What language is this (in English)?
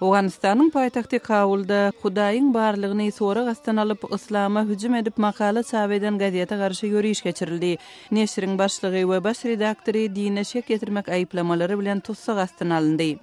Turkmen